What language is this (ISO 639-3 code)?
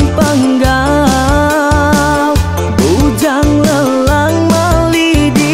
iba